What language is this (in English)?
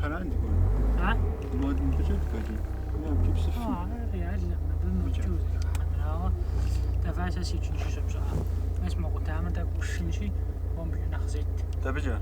Kabardian